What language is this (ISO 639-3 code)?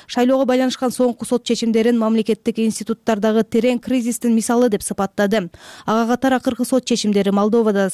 kir